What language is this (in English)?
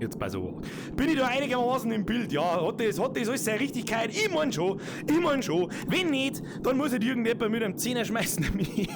Bavarian